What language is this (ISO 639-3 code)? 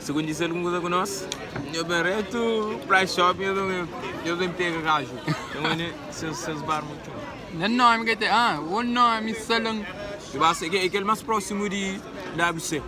kea